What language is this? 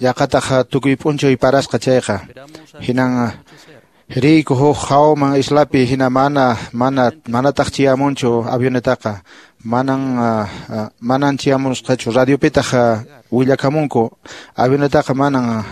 Quechua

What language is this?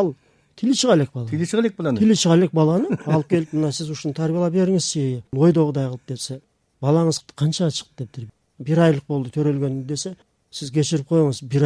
Kyrgyz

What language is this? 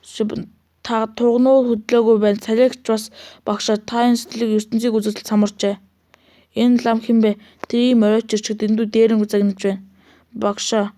Mongolian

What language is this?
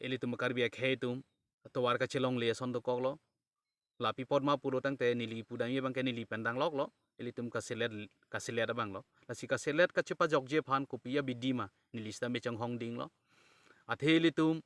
Karbi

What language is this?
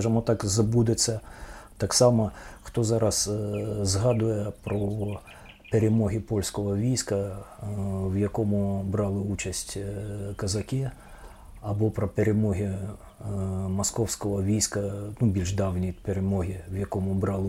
Ukrainian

